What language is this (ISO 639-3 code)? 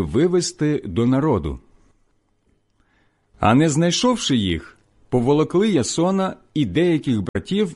ukr